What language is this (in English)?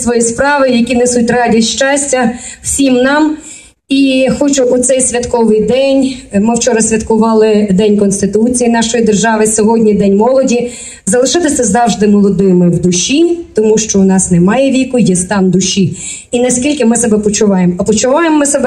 Ukrainian